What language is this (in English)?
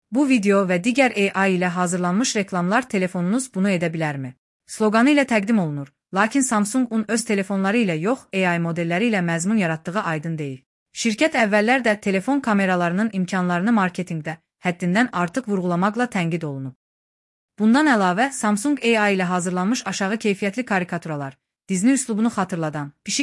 Azerbaijani